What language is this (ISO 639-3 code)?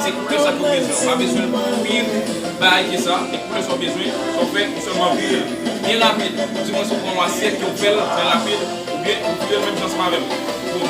hat